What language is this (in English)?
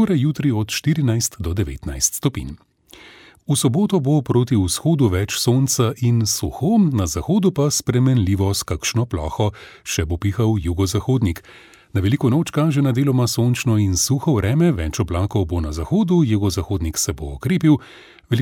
Slovenian